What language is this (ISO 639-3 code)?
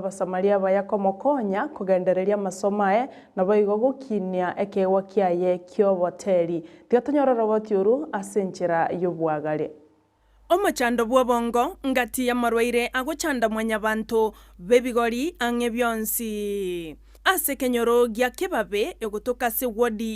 guz